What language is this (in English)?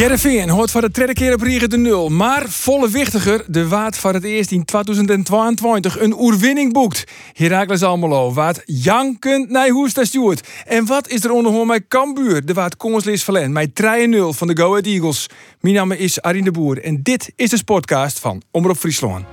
Western Frisian